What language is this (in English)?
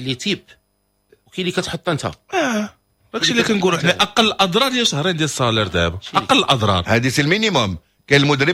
Moroccan Arabic